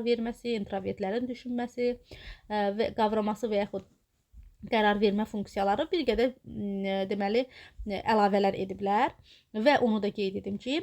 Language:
Azerbaijani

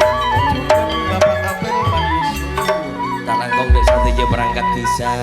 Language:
Madurese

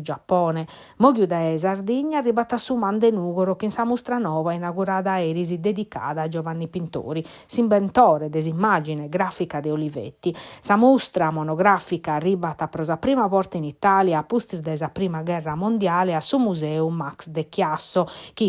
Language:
Sardinian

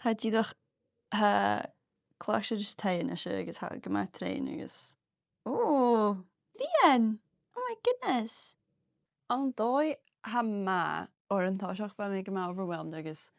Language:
Scottish Gaelic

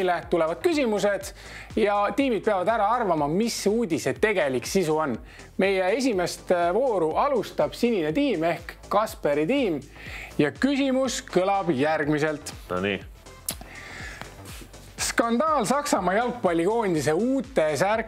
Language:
Estonian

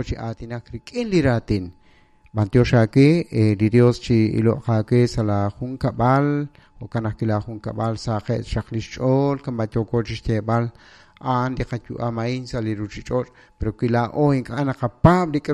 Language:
Kekchí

